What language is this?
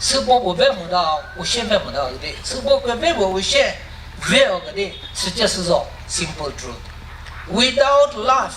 Chokri Naga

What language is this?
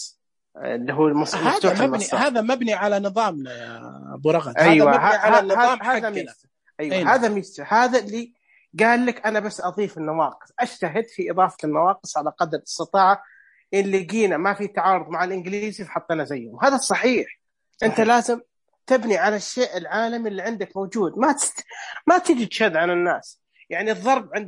Najdi Arabic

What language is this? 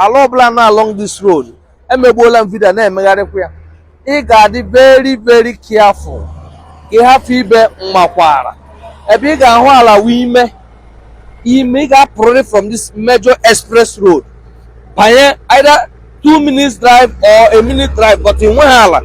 Igbo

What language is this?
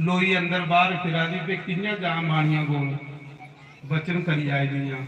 Dogri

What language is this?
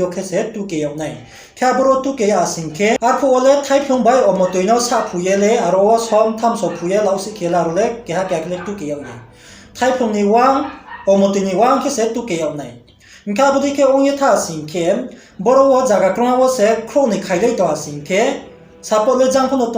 Riang (India)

